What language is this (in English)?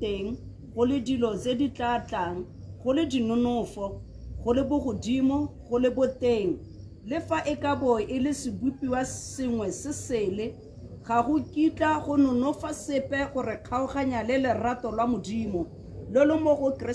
Tswana